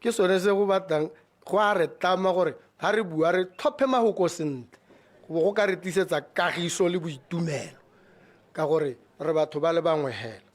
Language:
Tswana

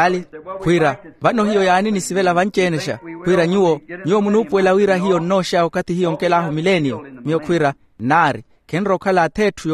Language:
Makhuwa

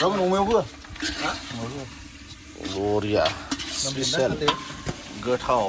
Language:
Bodo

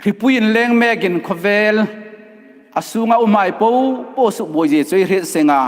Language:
Hmar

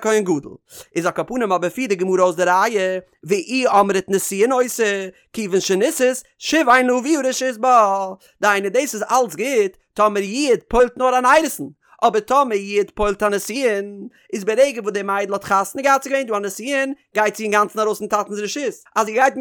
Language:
Yiddish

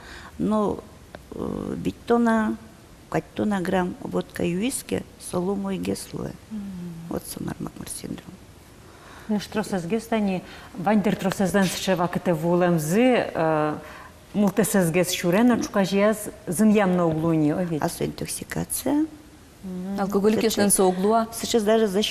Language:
Udmurt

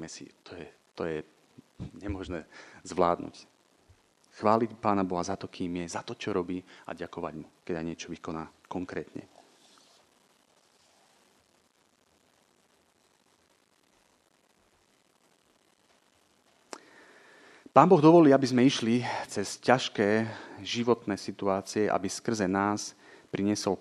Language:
Slovak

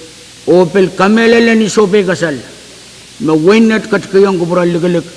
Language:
Pohnpeian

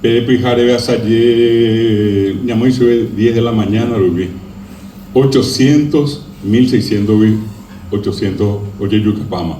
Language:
Guarani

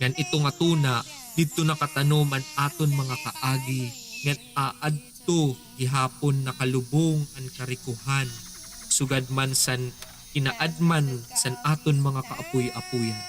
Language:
Waray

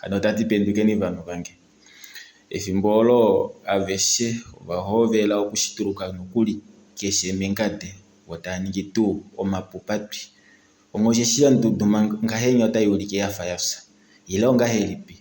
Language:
Kuanyama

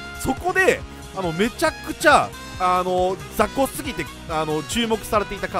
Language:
Japanese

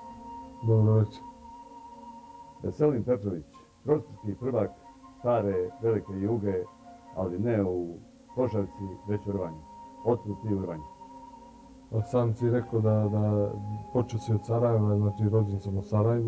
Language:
Serbian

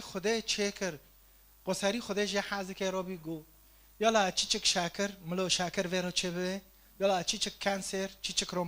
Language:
Kurdish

